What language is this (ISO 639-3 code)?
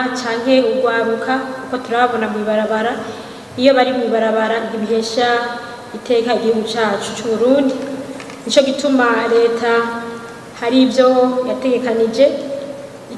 run